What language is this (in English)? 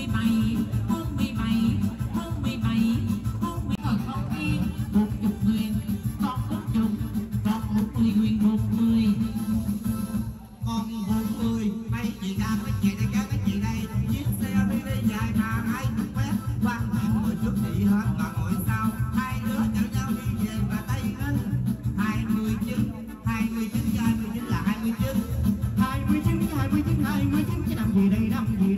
Vietnamese